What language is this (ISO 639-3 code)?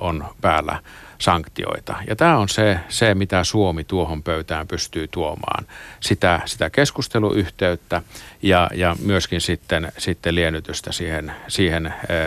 fin